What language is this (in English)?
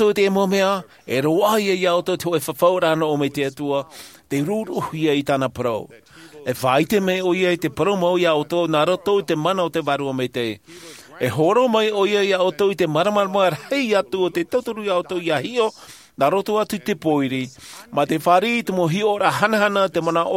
Tahitian